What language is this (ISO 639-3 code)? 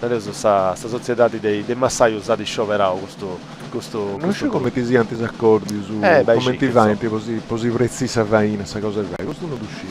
srd